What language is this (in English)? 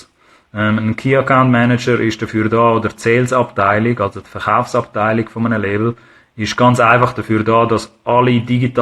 Swiss German